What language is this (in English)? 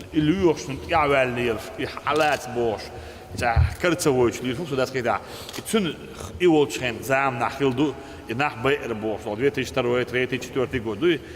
Chechen